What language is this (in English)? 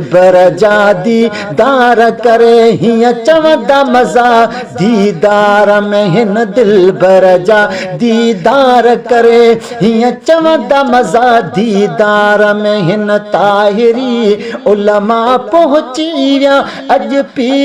Sindhi